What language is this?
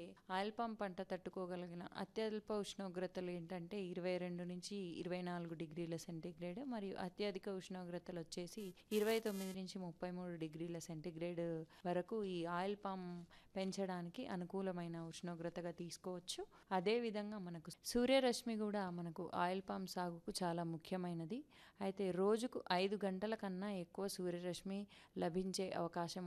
Telugu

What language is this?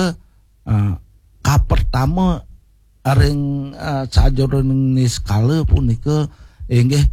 Balinese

